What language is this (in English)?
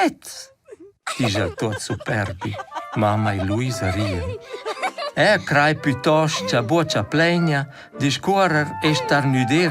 Romansh